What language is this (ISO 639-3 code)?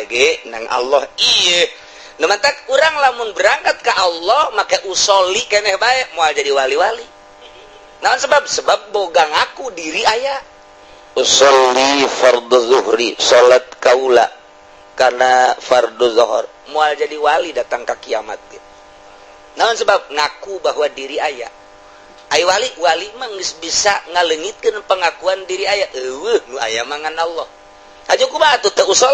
sun